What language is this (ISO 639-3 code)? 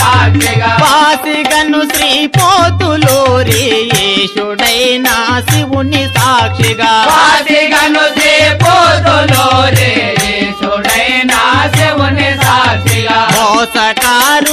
tel